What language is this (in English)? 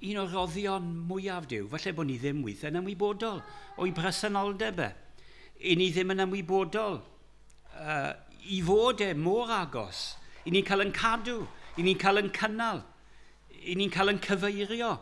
Welsh